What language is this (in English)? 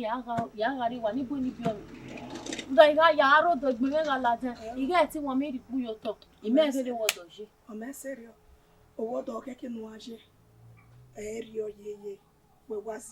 Bini